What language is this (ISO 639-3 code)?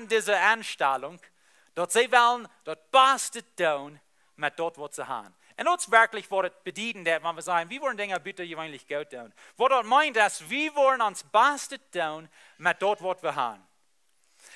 pdt